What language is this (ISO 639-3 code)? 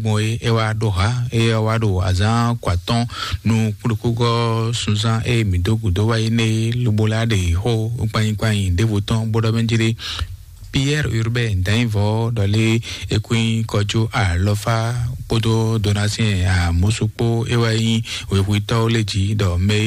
fon